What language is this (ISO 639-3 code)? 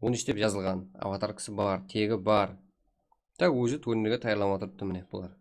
kaa